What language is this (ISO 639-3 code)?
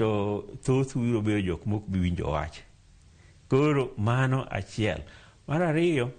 luo